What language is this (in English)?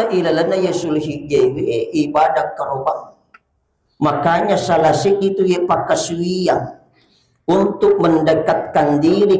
Buginese